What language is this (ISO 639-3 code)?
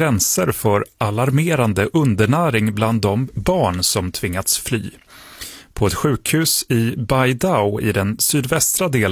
swe